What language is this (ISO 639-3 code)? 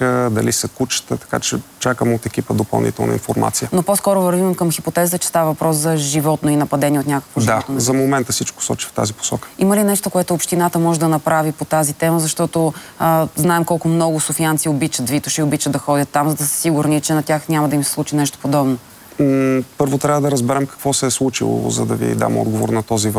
bul